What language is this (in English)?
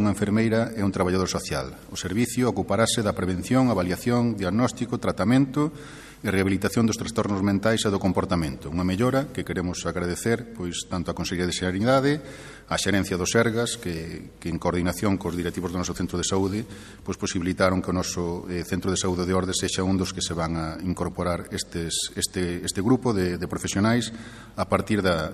Galician